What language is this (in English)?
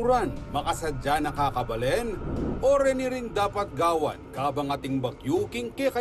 Pampanga